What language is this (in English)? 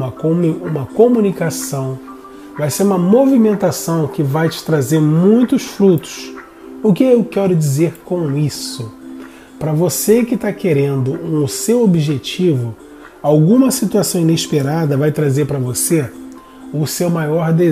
Portuguese